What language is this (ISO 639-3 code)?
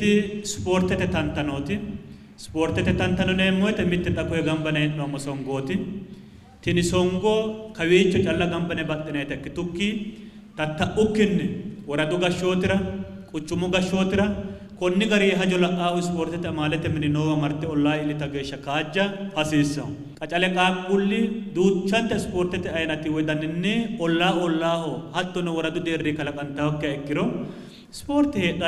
sid